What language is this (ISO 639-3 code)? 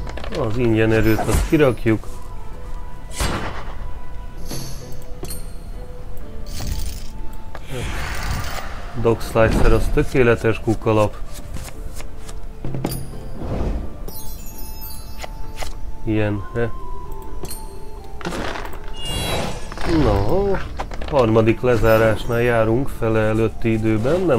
hun